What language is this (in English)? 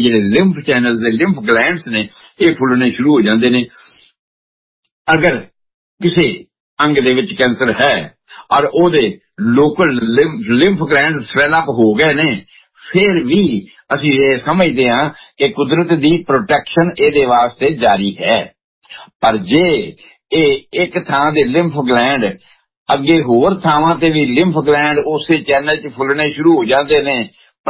Punjabi